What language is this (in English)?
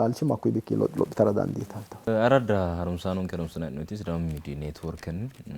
Sidamo